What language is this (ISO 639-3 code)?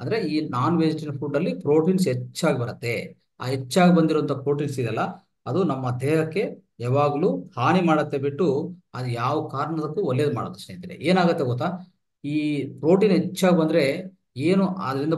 kan